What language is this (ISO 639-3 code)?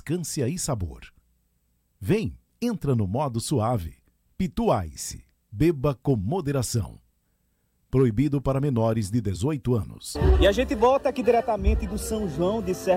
por